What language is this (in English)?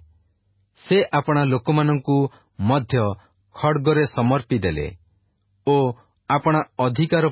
Odia